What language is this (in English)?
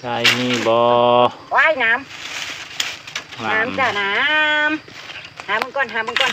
Northeastern Thai